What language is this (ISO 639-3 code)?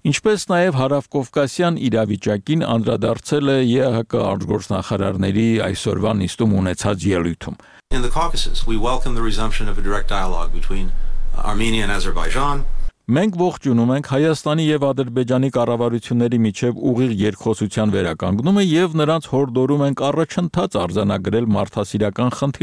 hye